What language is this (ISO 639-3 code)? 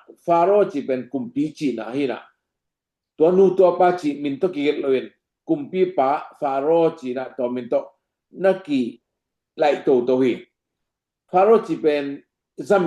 ctd